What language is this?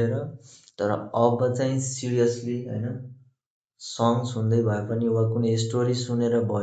Nepali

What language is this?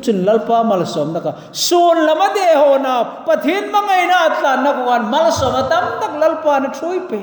Hmar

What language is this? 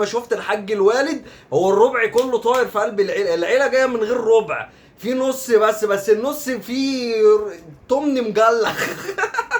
Egyptian Arabic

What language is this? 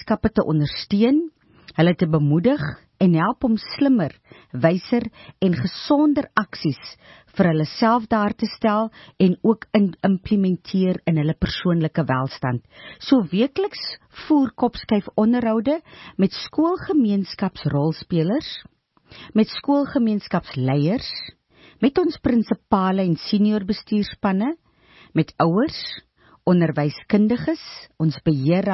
Afrikaans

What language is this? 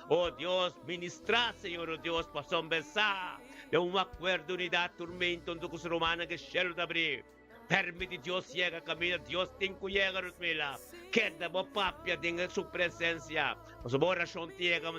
Papiamento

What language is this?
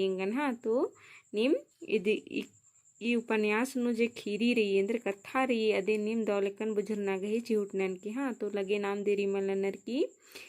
Kurukh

